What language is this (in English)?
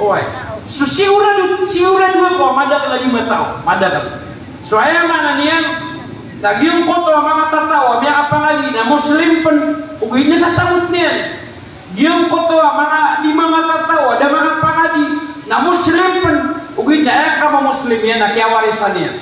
Maranao